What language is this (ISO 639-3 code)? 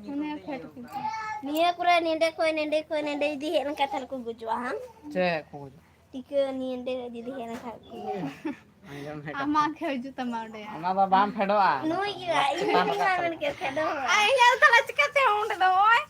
sat